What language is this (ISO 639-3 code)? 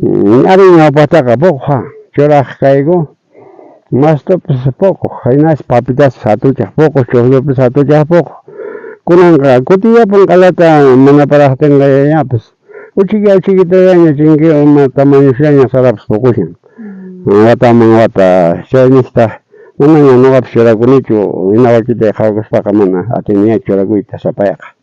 quh